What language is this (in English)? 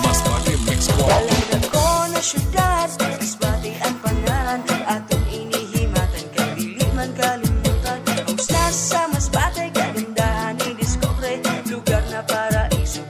Cebuano